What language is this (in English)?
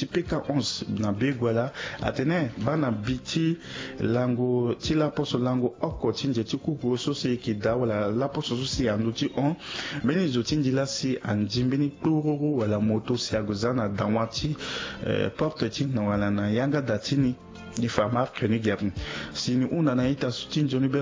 Sango